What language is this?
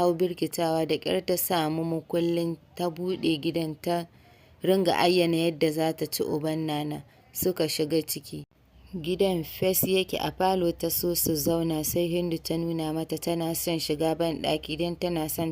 Hausa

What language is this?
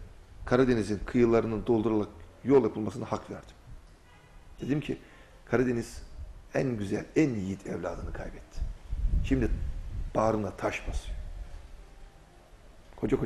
Turkish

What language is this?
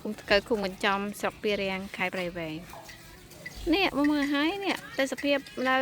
Khmer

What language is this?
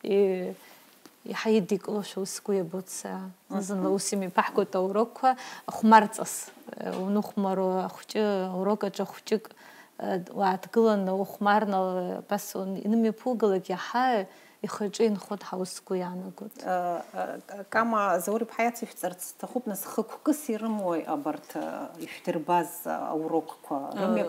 Abkhazian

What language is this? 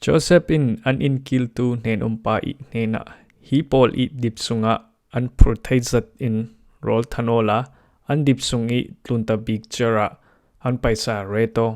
Falam Chin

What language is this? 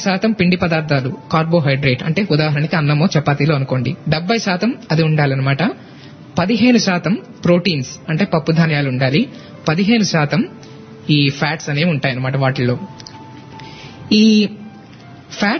Telugu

